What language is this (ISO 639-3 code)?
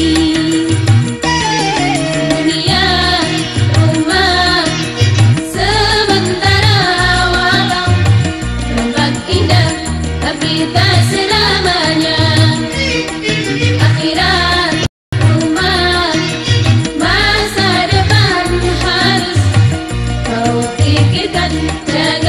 msa